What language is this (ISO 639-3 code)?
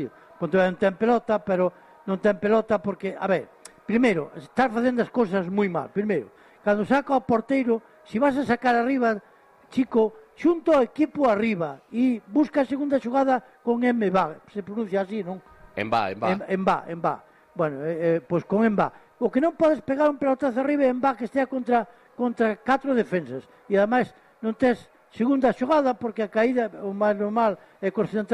glg